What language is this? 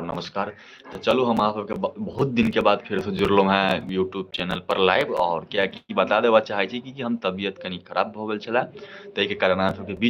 Maithili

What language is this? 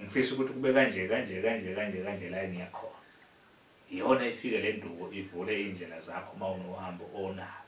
Zulu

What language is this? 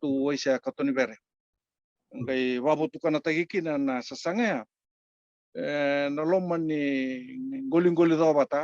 Fijian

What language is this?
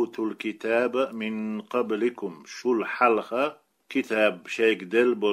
Chechen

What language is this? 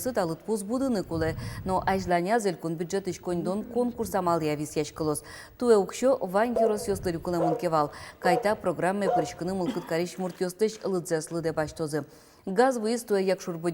Udmurt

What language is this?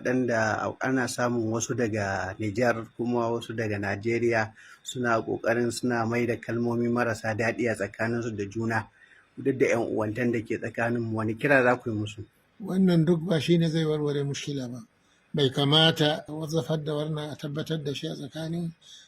Hausa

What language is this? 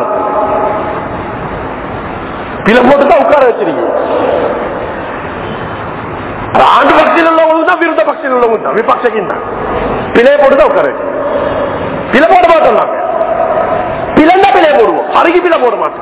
Tamil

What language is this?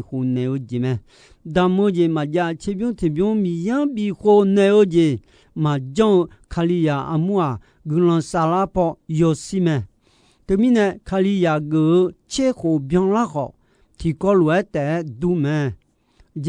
Akha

